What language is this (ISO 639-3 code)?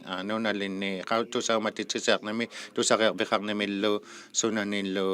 iku